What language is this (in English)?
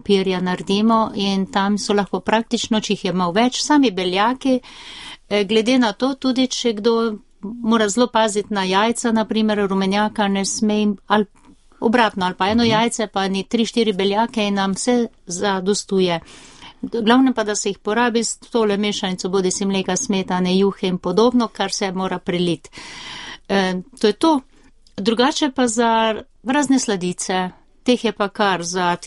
Slovenian